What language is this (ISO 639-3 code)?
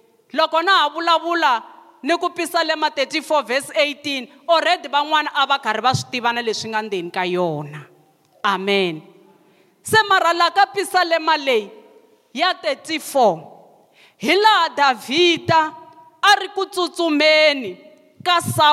tso